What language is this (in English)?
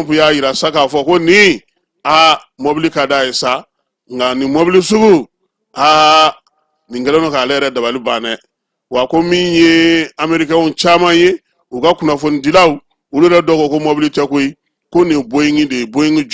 Bambara